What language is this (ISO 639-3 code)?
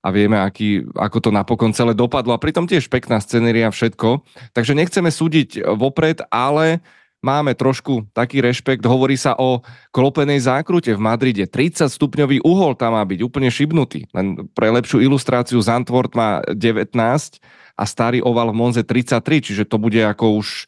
slk